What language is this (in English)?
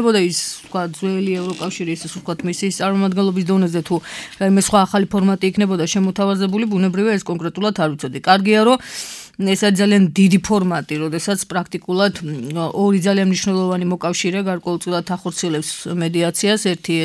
Georgian